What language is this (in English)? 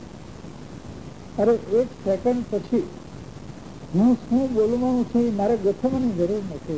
Gujarati